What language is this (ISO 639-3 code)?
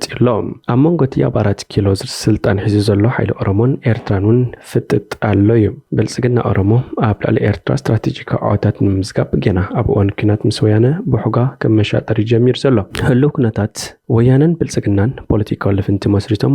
tir